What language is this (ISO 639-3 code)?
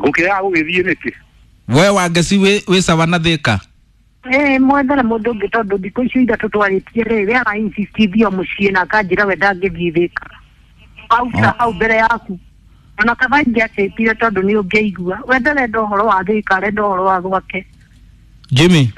kik